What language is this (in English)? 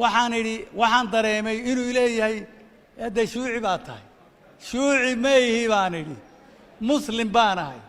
Somali